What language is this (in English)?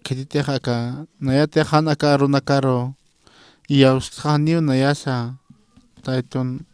Aymara